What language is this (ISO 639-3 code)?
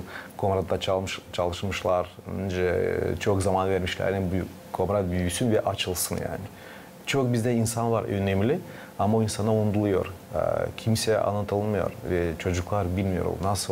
gag